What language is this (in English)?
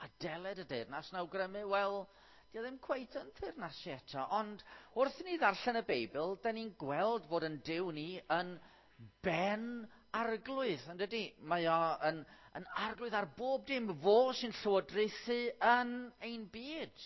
Welsh